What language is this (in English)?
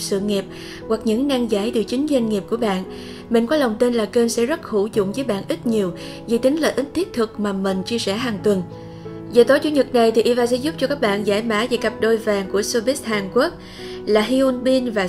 Vietnamese